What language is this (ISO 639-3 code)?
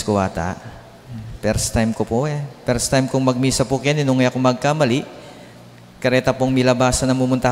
pam